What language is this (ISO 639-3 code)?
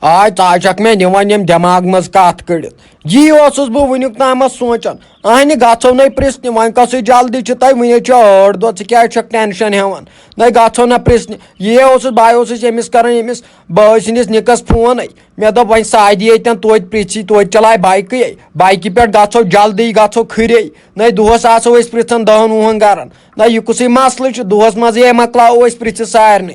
kas